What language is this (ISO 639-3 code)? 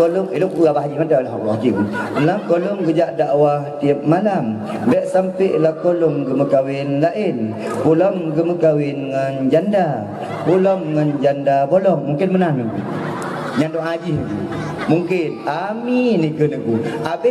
ace